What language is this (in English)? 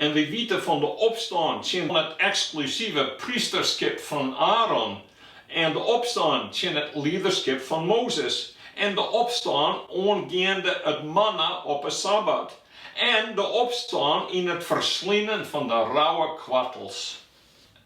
Western Frisian